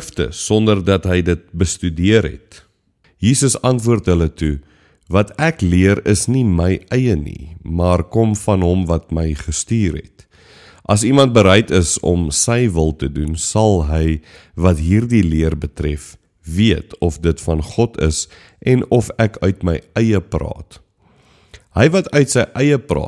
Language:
Afrikaans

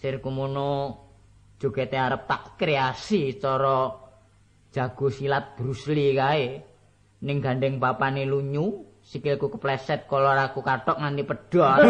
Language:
Javanese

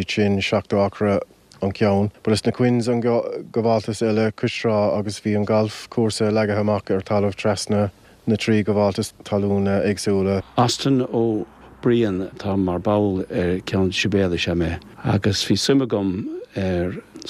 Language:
Irish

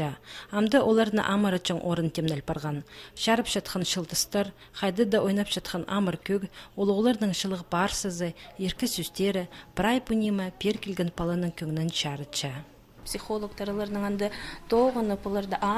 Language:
Khakas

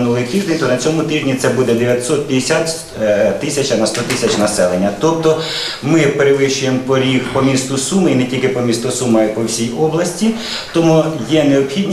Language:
Ukrainian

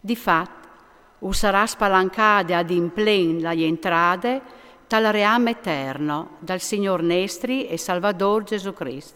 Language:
Friulian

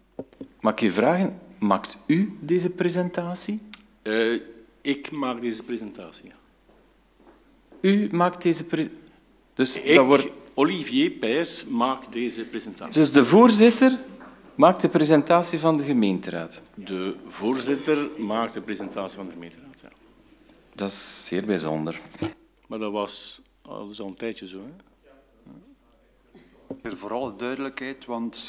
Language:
Dutch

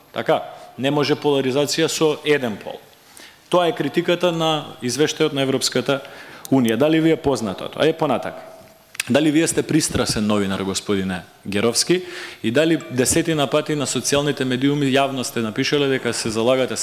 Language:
Macedonian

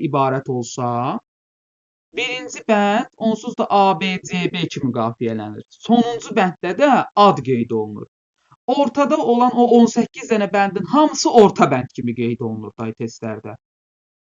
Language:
Azerbaijani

